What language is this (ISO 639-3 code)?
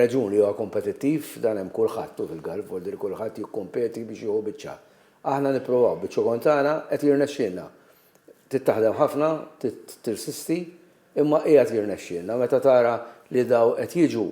mlt